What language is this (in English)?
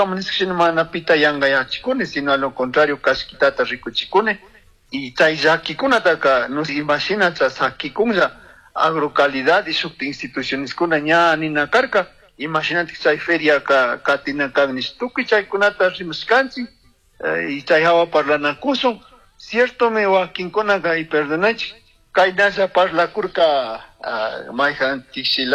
Chimborazo Highland Quichua